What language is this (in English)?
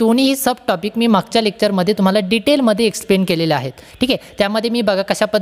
Marathi